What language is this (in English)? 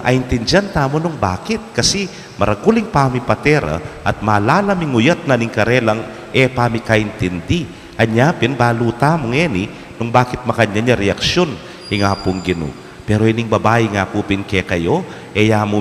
Pampanga